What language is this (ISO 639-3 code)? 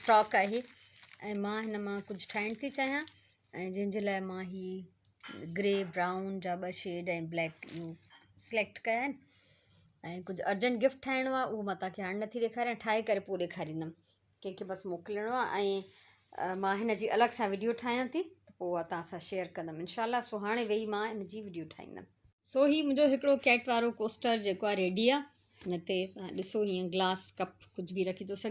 snd